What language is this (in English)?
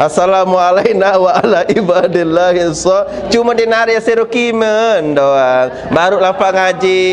Sasak